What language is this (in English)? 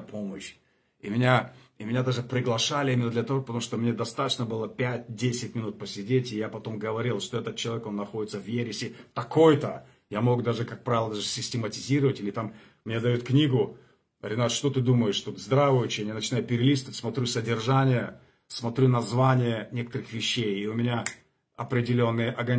Russian